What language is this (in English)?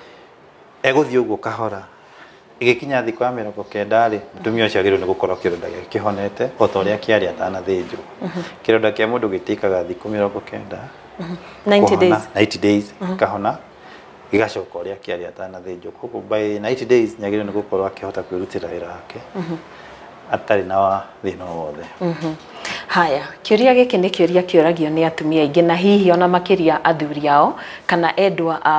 Kikuyu